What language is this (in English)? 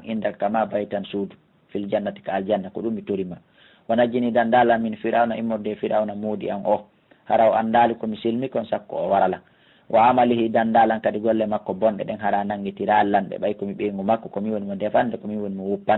Fula